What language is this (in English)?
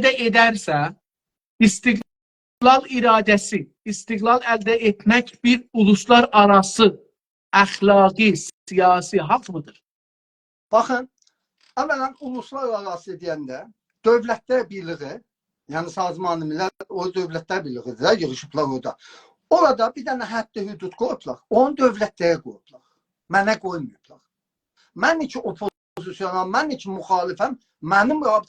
South Azerbaijani